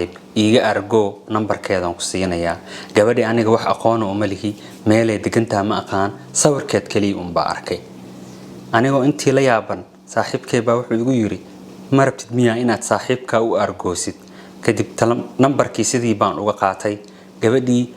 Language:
Somali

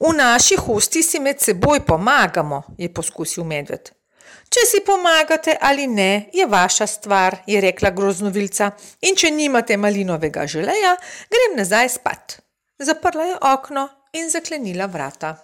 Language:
Slovenian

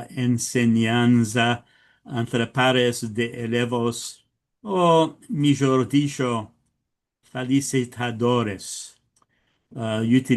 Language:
Ladino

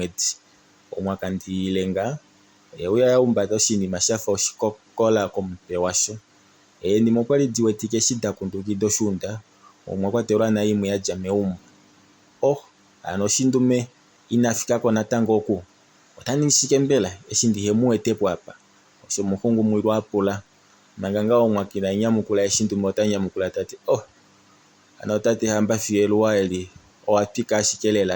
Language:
Kuanyama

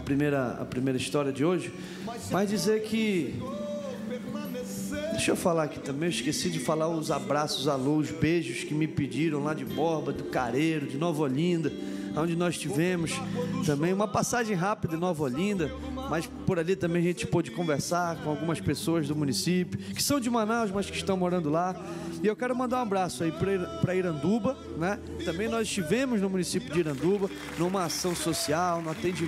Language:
Portuguese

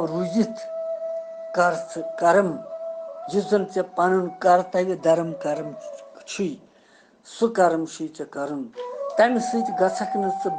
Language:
Kashmiri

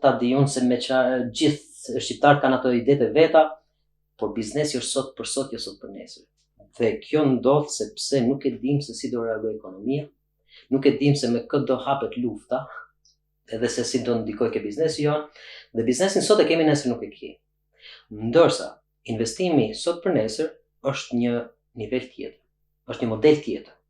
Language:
Albanian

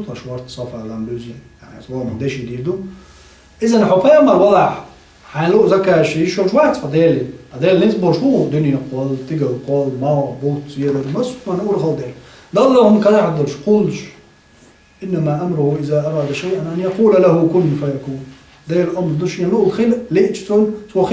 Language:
Chechen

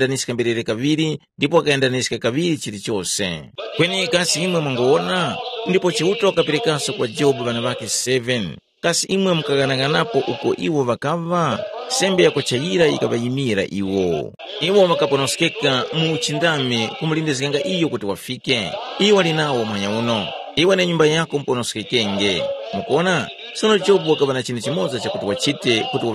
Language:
Tumbuka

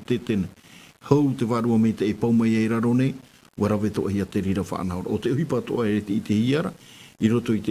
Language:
Tahitian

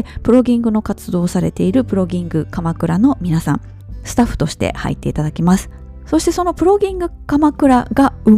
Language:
Japanese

